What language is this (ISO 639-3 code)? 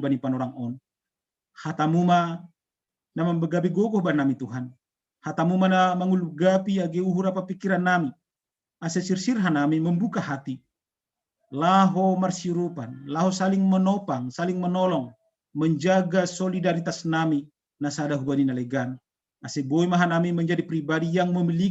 bts